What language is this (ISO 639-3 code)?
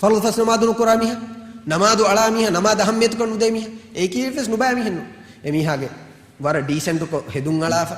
div